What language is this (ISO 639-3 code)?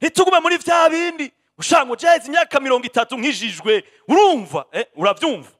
run